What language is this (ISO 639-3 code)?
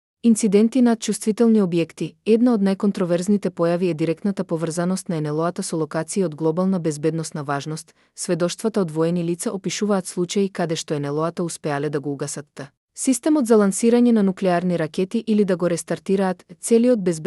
mkd